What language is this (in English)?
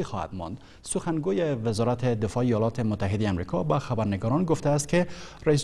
Persian